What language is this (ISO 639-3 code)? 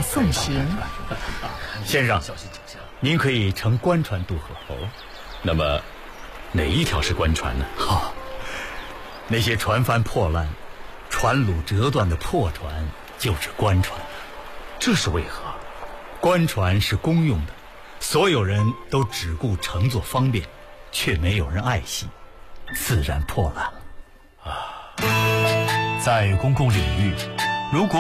zho